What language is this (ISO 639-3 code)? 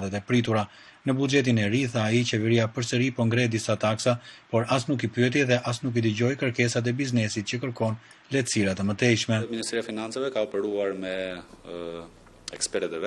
sqi